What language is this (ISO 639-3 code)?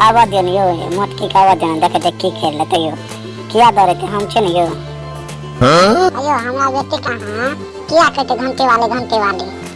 mai